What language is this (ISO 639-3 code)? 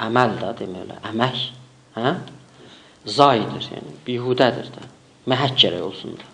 azb